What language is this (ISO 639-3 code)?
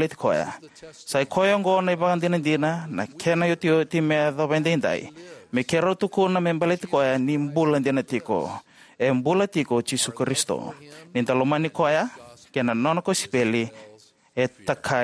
fij